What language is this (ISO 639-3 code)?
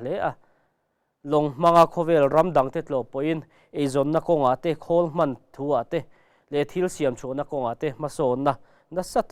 lus